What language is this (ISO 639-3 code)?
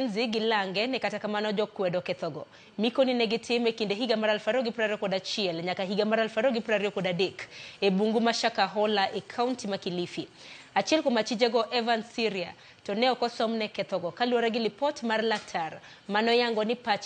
luo